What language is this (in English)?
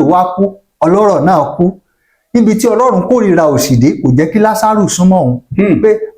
Yoruba